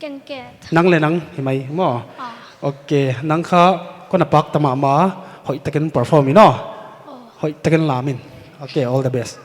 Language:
Paite Chin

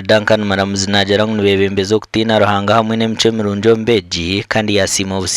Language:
Nyankole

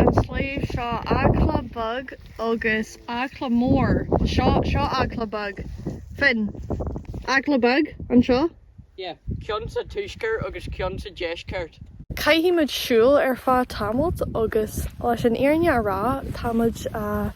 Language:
Irish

